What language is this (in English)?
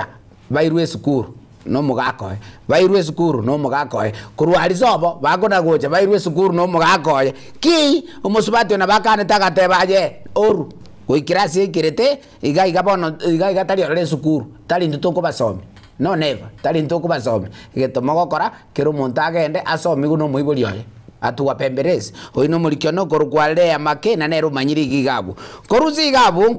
Gusii